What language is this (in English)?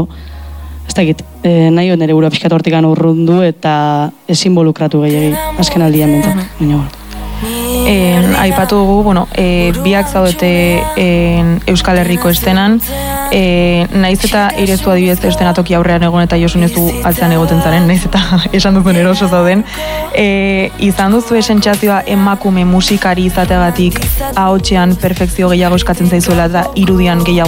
Basque